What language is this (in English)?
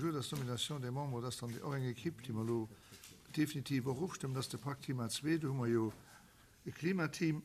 Luxembourgish